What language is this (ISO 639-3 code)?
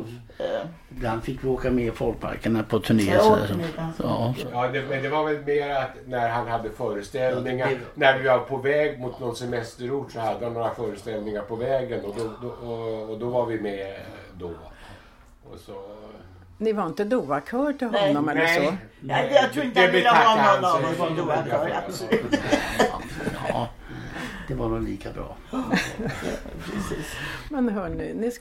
swe